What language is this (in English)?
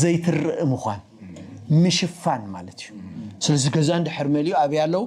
Tigrinya